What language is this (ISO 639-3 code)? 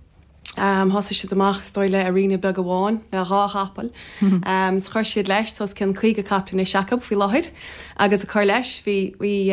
gle